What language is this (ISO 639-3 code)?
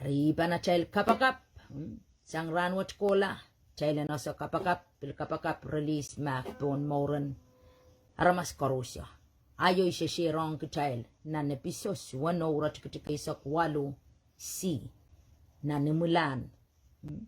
pon